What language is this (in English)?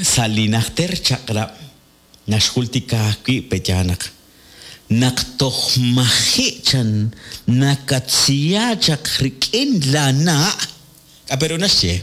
Kekchí